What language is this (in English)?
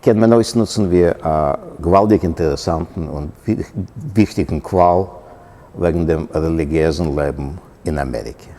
Yiddish